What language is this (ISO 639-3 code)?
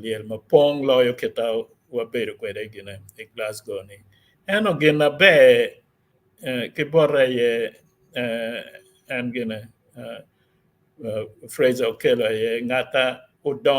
ach